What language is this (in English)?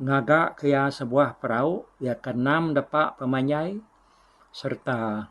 Iban